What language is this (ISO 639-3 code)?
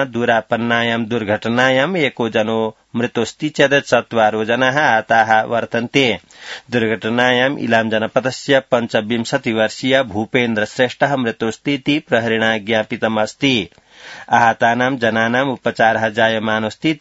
san